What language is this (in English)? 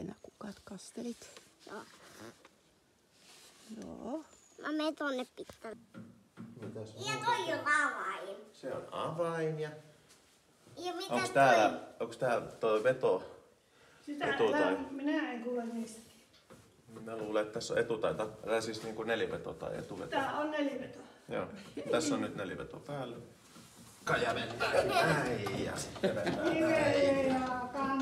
Finnish